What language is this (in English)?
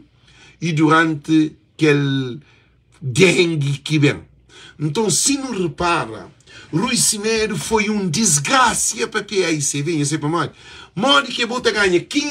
Kabuverdianu